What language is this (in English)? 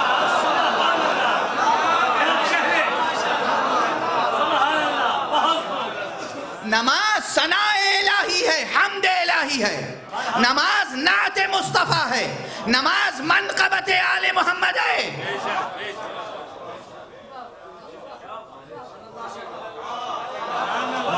Urdu